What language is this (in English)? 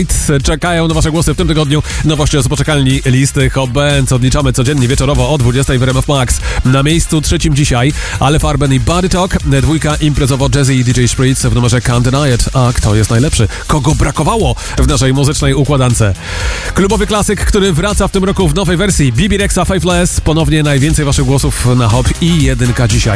Polish